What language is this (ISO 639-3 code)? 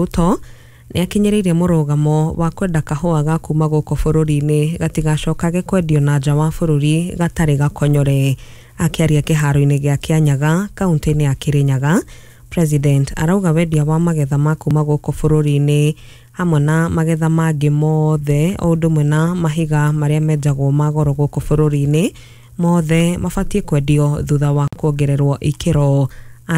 kik